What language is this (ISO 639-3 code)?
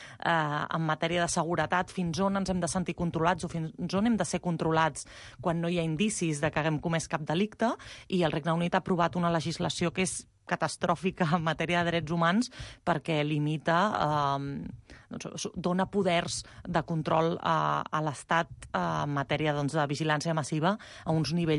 cat